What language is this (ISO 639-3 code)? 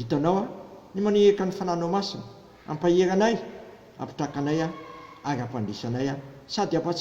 mlg